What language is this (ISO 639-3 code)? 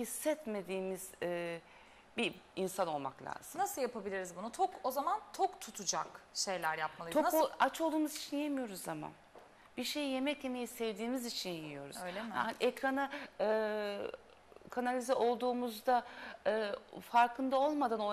tur